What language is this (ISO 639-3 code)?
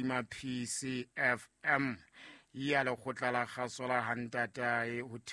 sot